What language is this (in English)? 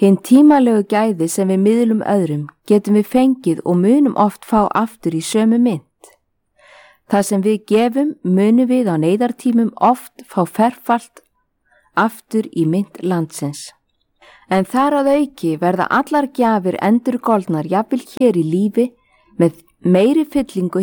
Icelandic